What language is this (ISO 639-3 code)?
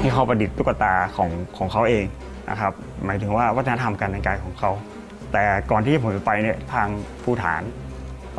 tha